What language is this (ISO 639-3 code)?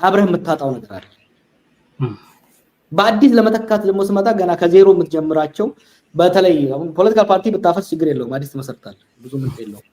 amh